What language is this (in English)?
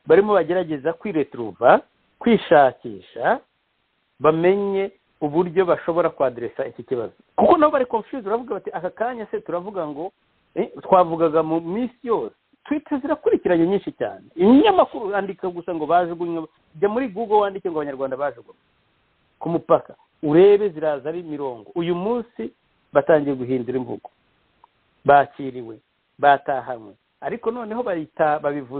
Kinyarwanda